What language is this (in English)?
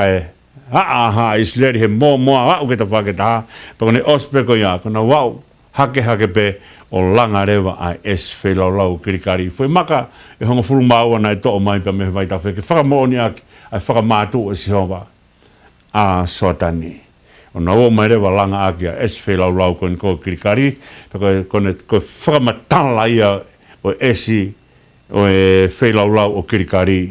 Tongan